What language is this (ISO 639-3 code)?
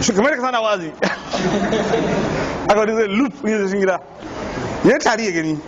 hau